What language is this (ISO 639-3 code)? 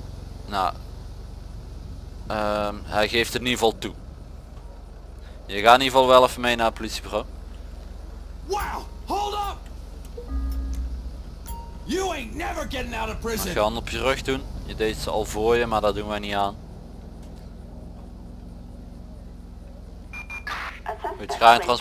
nld